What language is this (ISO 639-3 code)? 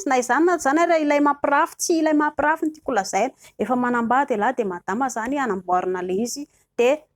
mlg